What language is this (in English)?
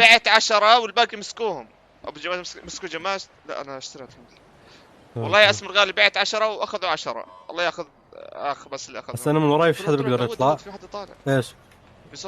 North Levantine Arabic